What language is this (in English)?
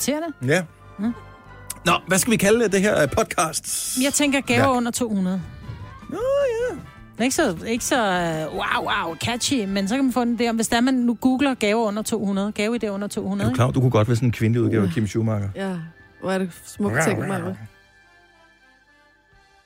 Danish